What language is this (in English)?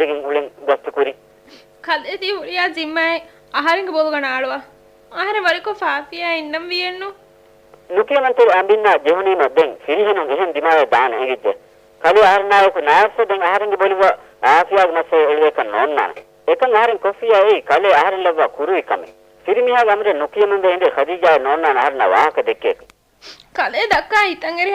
Divehi